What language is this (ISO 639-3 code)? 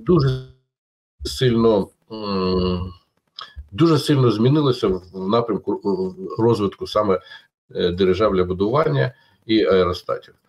ukr